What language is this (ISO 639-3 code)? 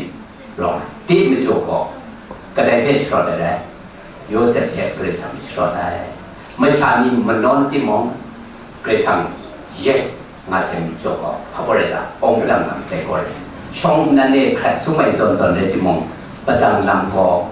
kac